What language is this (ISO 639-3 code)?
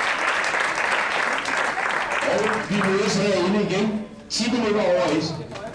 dan